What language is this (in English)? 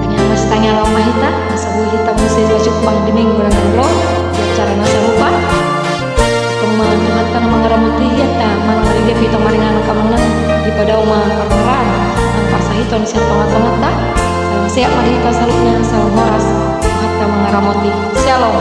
Batak Toba